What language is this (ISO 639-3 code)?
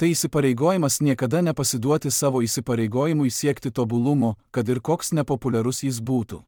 lit